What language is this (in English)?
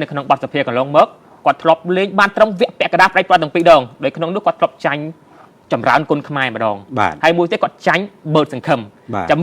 Khmer